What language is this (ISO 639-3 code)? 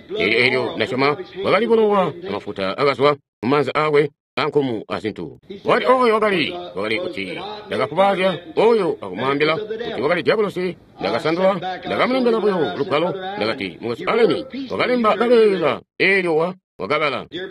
toi